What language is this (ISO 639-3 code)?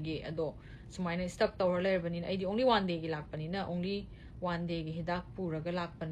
mni